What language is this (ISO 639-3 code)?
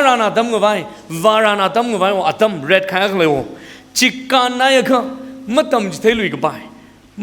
nmf